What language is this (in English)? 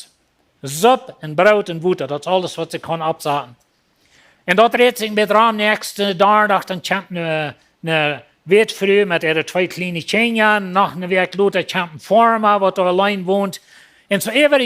Plautdietsch